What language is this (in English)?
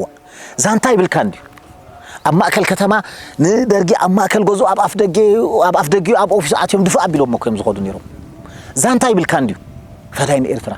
Tigrinya